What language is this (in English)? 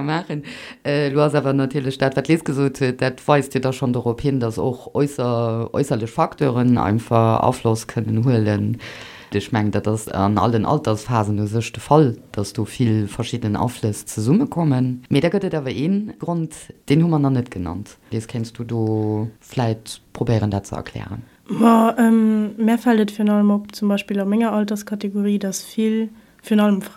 Luxembourgish